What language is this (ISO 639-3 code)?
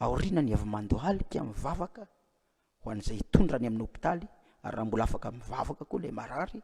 mlg